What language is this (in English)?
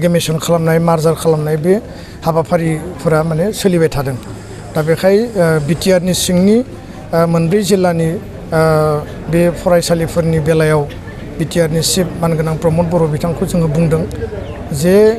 Bodo